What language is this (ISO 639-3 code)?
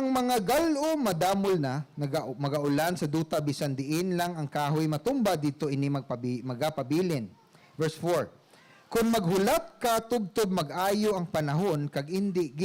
hil